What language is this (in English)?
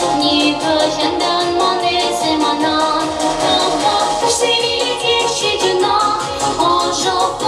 Chuvash